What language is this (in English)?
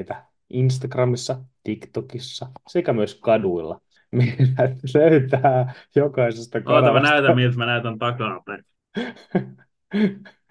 Finnish